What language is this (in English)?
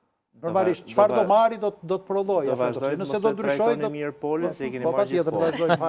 Albanian